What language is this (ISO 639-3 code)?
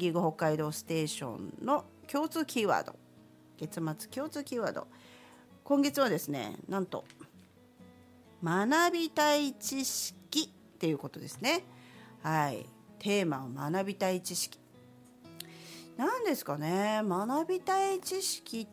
jpn